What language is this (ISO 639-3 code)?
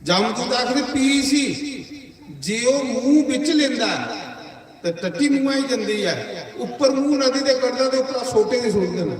doi